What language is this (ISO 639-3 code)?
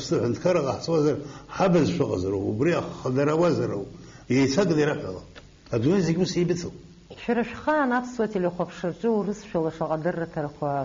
abk